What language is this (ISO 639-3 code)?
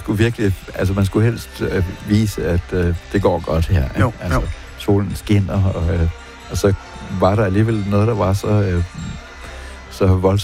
dan